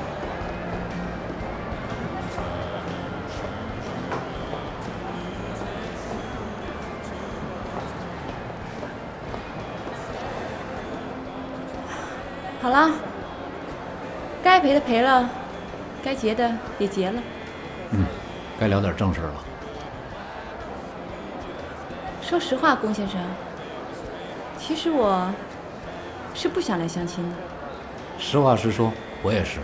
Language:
Chinese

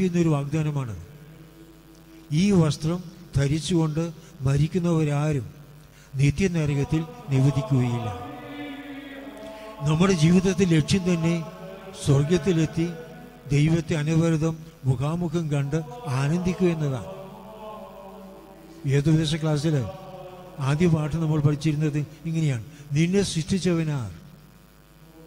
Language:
Malayalam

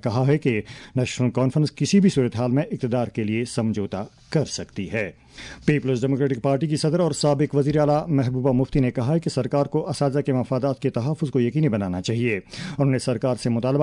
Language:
Urdu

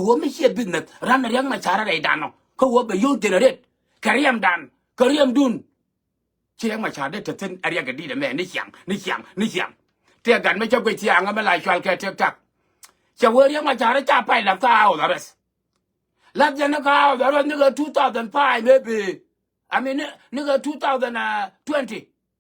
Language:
Nuer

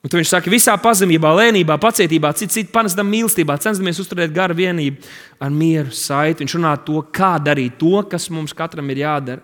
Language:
Latvian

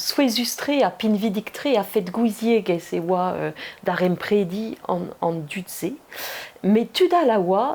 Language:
Breton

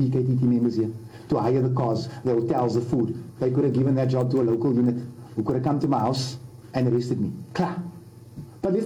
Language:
Northern Sotho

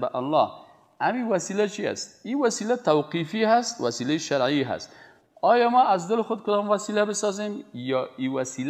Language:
Persian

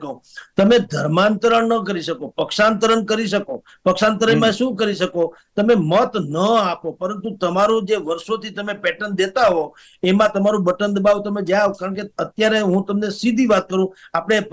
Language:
Gujarati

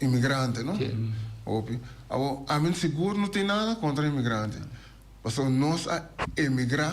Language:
Papiamento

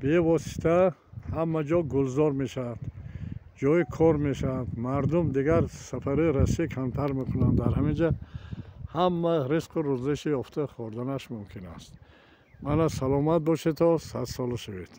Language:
Tajik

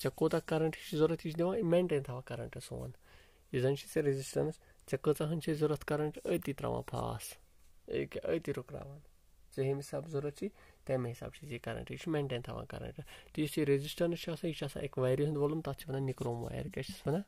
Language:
Kashmiri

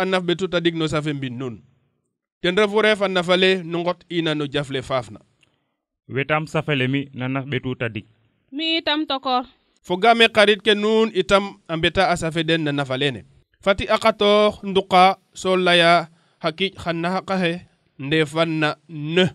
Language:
Serer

